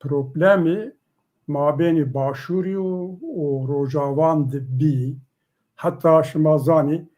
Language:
Zaza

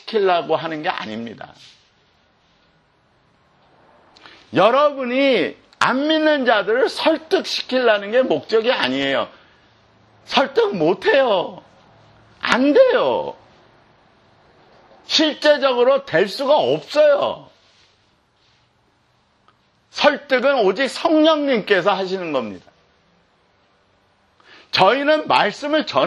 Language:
Korean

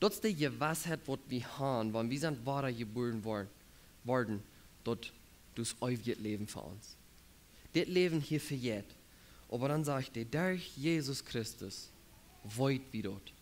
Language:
Plautdietsch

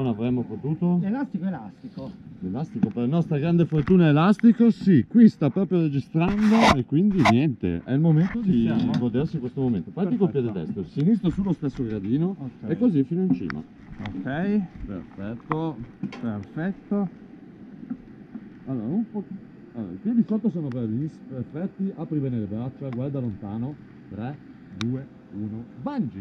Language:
Italian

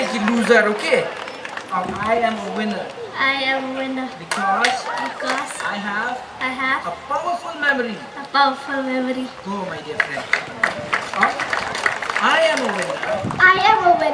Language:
Khasi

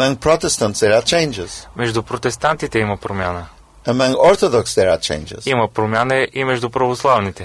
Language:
Bulgarian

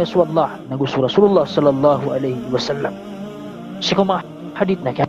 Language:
Maranao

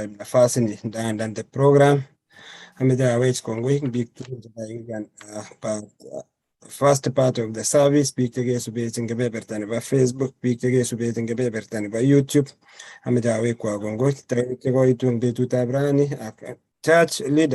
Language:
Kalenjin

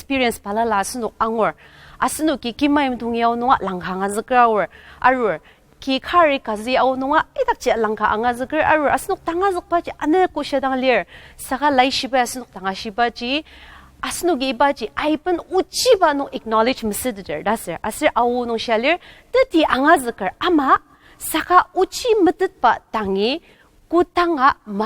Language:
Ao Naga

